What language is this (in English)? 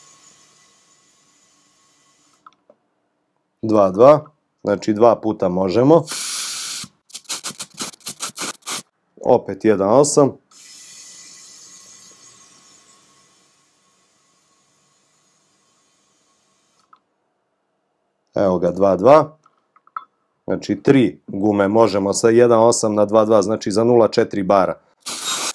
Serbian